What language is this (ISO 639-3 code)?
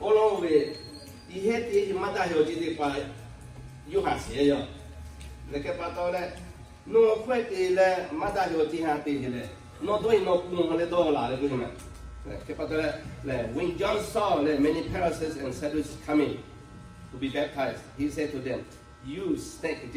lhu